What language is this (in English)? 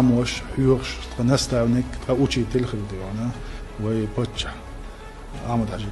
Chechen